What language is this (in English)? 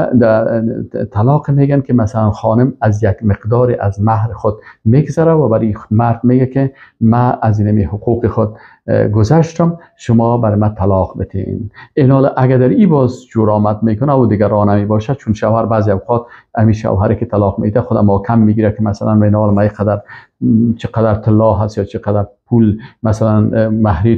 Persian